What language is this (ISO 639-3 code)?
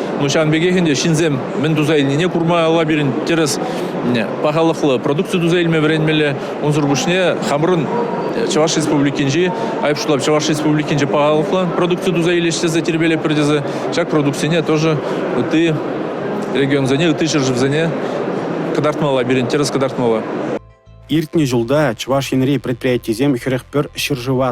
chv